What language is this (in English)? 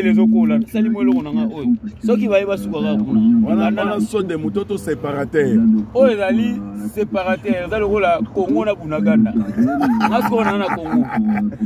Lingala